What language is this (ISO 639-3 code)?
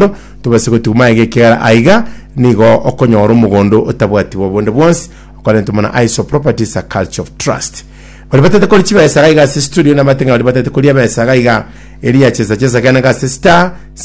guz